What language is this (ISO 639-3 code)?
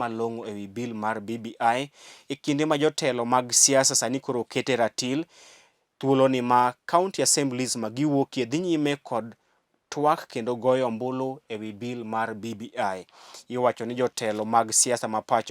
luo